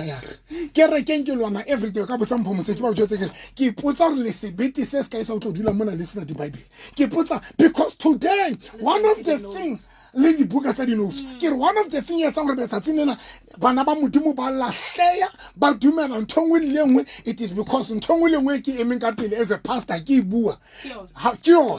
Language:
Southern Sotho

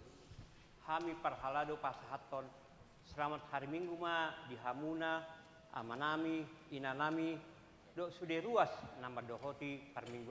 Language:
Batak Toba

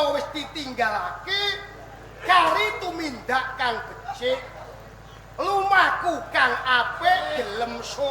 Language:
Javanese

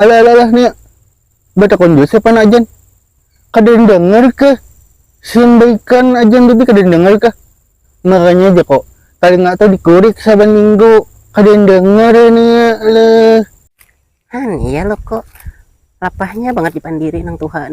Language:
Banjar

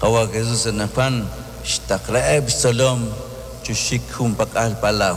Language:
Kekchí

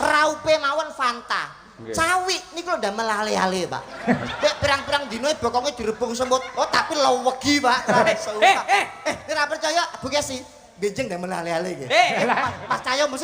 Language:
Javanese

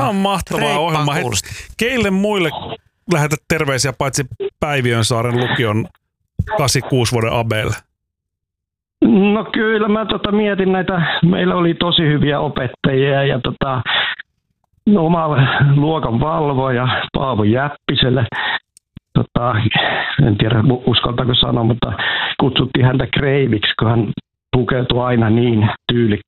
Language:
Finnish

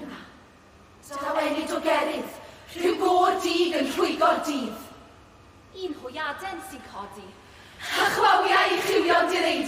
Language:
Welsh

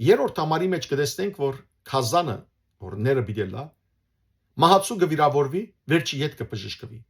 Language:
Western Armenian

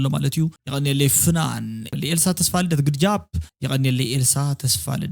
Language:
Tigrinya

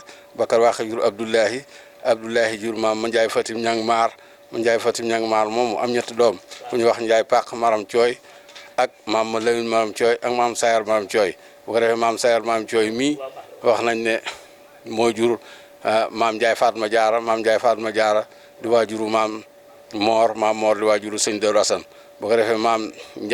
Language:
Wolof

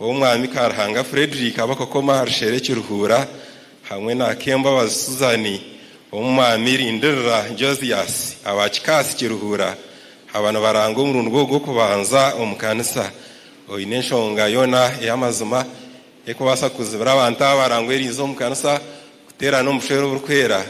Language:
Nyankole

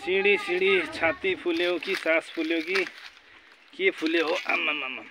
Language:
Nepali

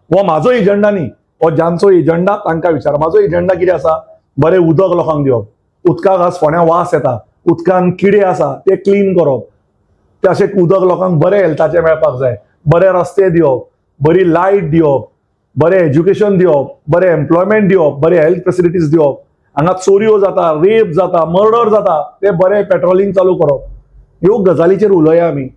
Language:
Konkani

